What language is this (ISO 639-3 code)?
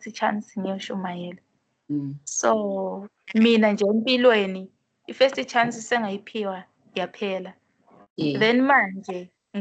zul